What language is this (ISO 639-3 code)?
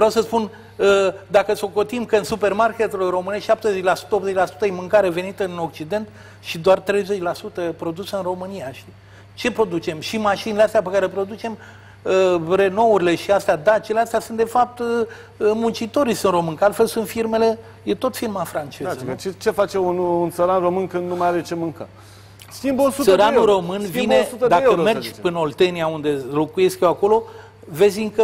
ron